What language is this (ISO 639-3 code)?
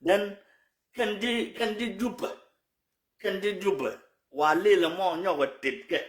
nus